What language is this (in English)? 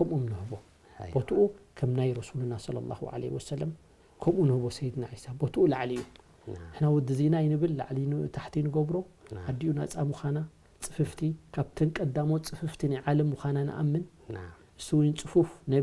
Tigrinya